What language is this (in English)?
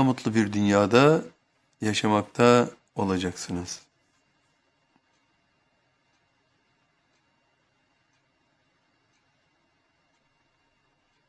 Turkish